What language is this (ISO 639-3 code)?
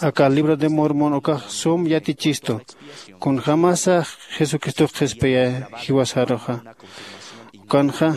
aym